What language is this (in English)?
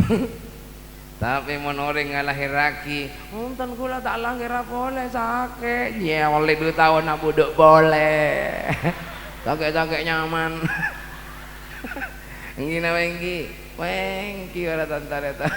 Madurese